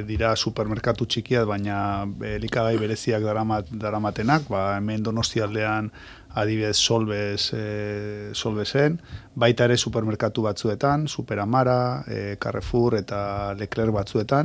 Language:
Basque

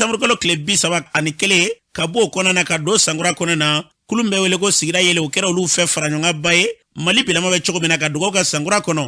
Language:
Bambara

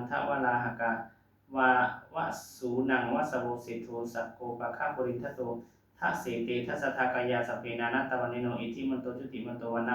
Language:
Pali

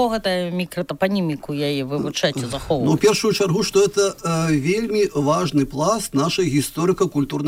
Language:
Belarusian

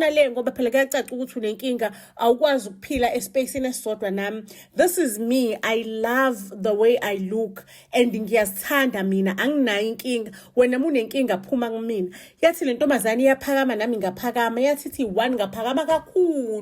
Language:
Zulu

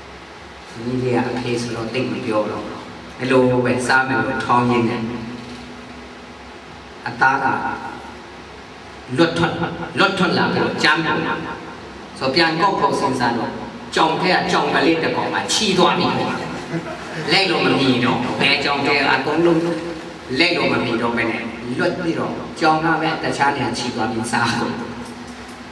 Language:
Burmese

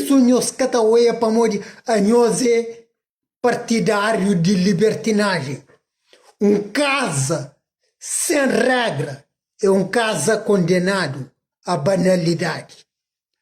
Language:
Kabuverdianu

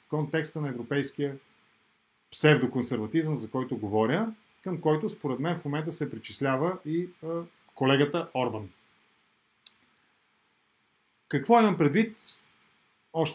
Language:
Bulgarian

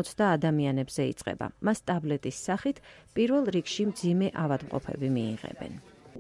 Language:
Georgian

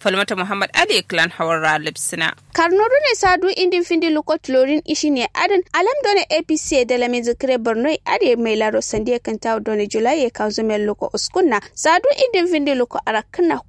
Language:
Kanuri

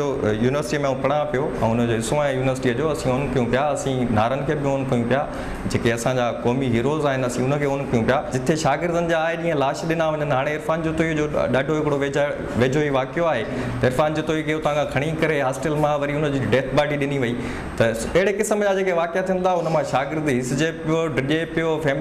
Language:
Sindhi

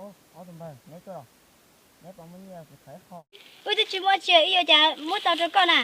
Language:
Hmong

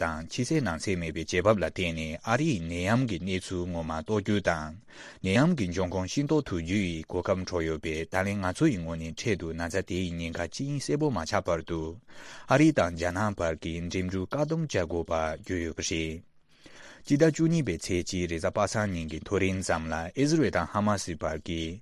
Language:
Tibetan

